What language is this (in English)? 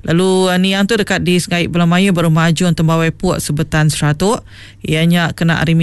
Iban